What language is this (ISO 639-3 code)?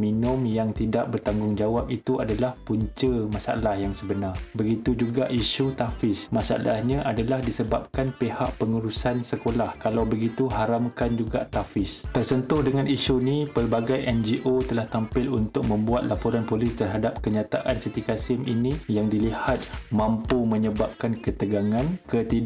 msa